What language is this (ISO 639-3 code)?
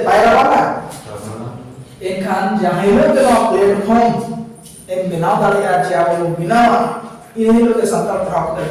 sat